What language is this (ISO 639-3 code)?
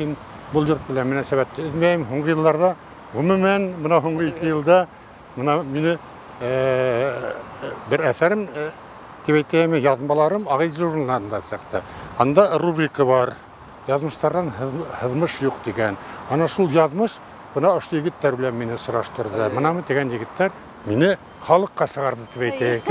bak